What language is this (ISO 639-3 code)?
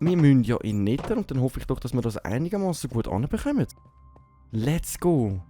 gsw